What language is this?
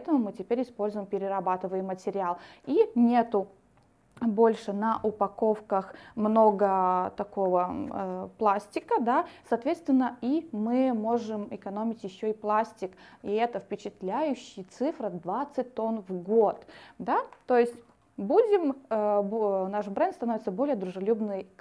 Russian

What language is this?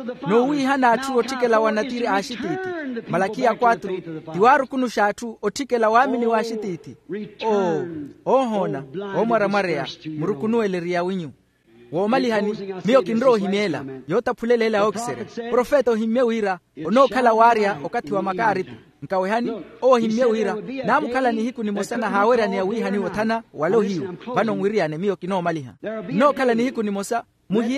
Makhuwa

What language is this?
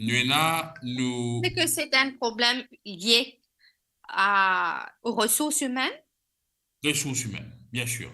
Morisyen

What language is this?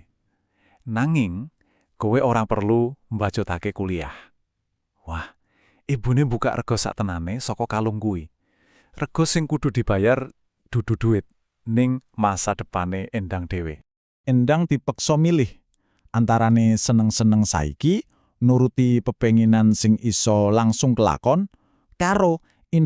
Javanese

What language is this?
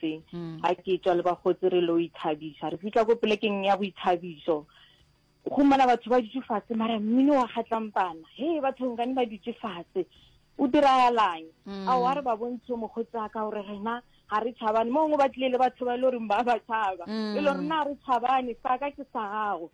Northern Sotho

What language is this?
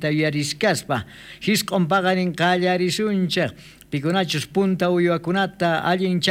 South Bolivian Quechua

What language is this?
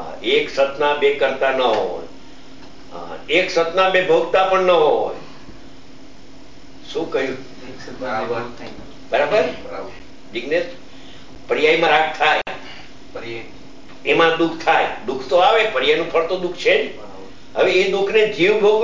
Gujarati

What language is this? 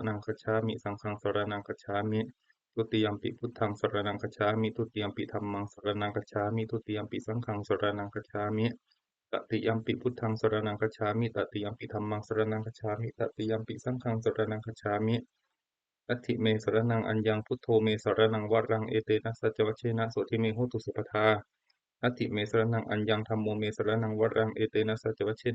Pali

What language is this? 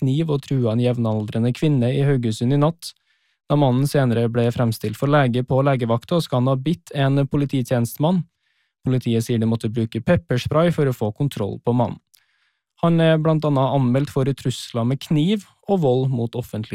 Norwegian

